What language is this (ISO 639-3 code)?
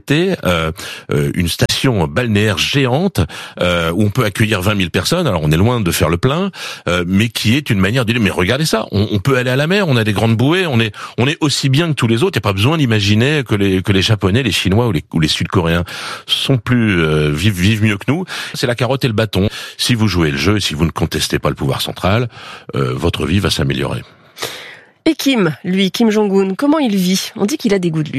fra